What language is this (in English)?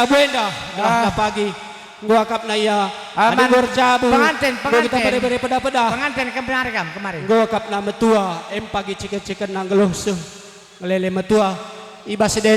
Batak Karo